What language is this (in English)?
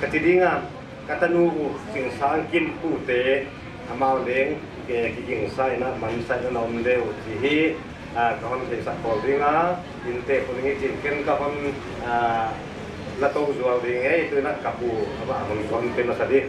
Paite Chin